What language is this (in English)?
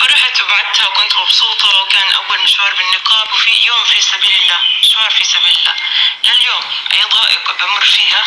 North Levantine Arabic